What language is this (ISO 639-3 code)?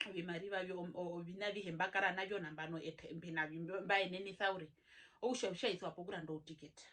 her